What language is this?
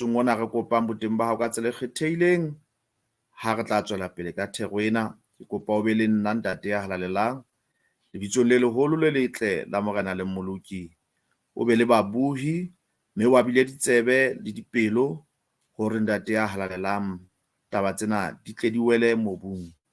Southern Sotho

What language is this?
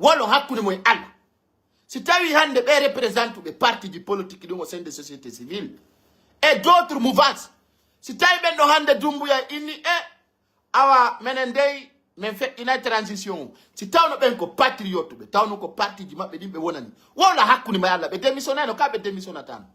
Pular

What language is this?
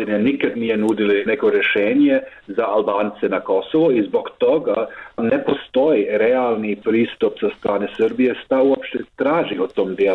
Serbian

